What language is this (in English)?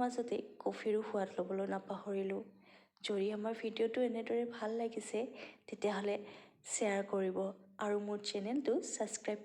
Assamese